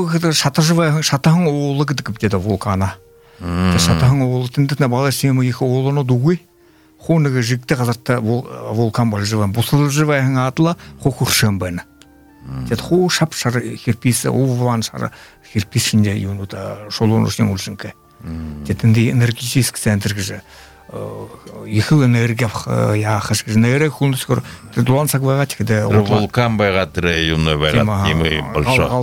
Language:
Buriat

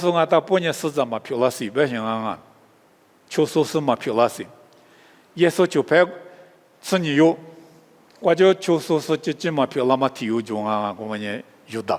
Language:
Lisu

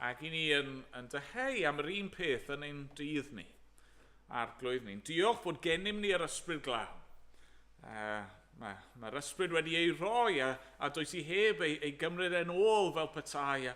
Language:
Welsh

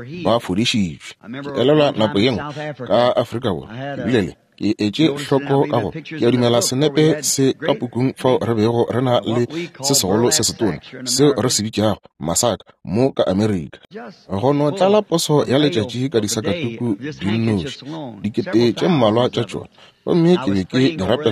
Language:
Northern Sotho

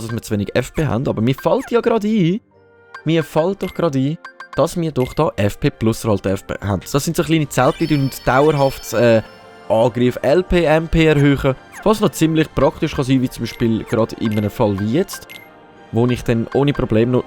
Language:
Swiss German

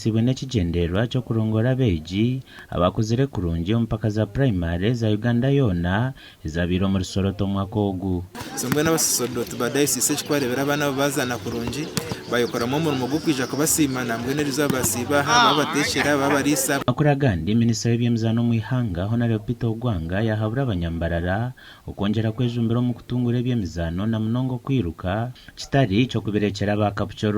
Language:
Nyankole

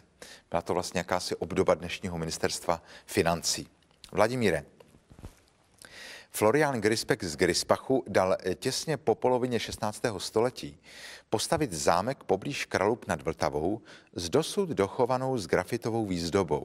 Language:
Czech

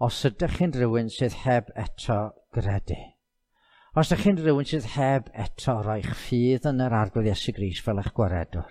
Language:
Welsh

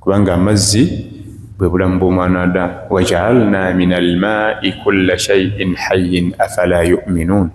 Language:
Ganda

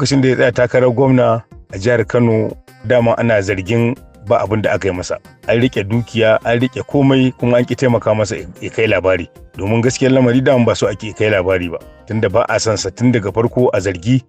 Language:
Hausa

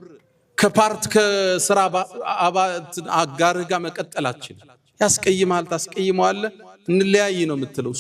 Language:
Amharic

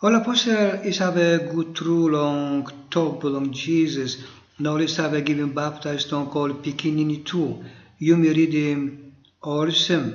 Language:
Tok Pisin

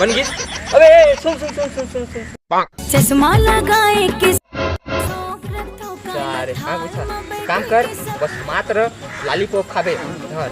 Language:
Chhattisgarhi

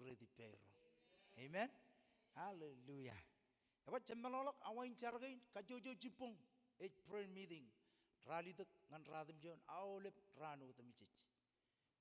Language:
Marshallese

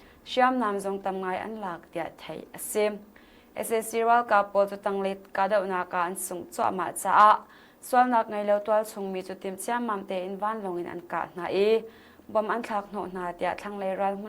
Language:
Hakha Chin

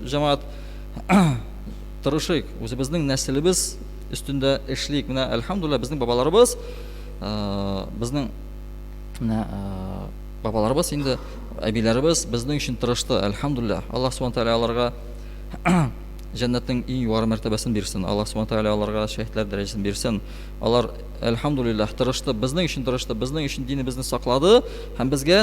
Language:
Tatar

